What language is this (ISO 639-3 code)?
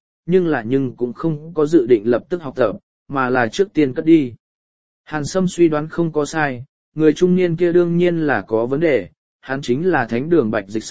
vie